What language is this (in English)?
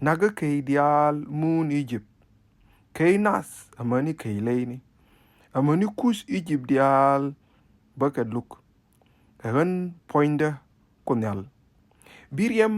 Nuer